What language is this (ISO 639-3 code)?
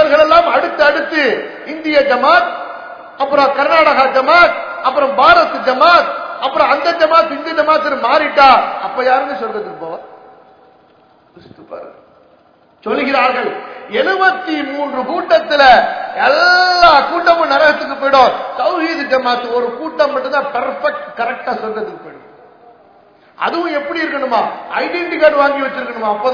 tam